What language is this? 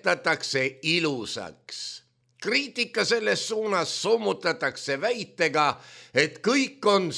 Estonian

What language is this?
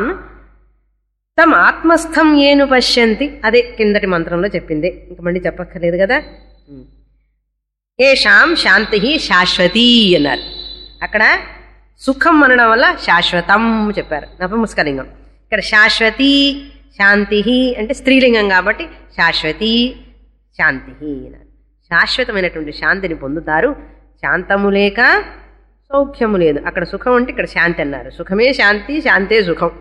Telugu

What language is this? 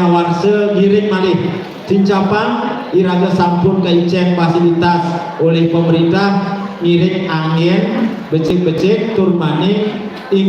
Balinese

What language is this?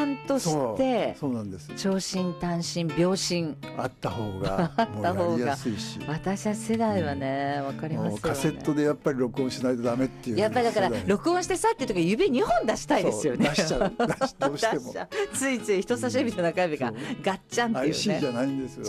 Japanese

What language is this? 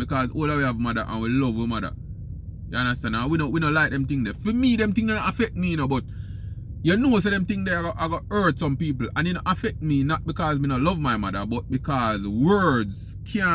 Jamaican Creole English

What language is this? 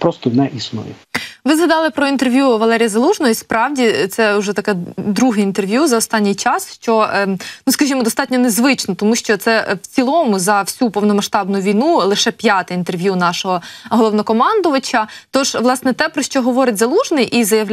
Ukrainian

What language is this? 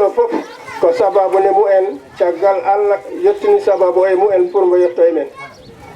Fula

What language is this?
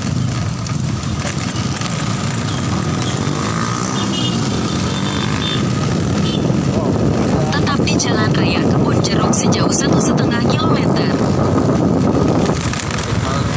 Indonesian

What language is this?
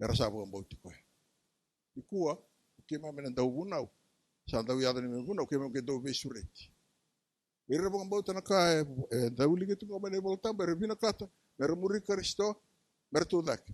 Fijian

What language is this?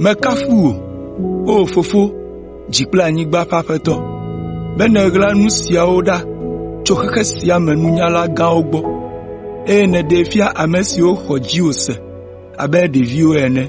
Ewe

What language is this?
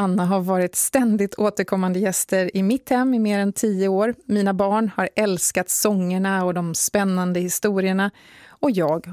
Swedish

